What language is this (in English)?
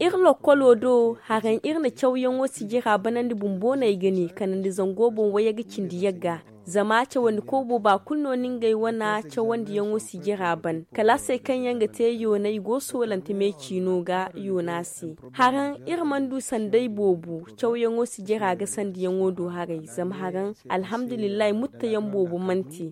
Zarma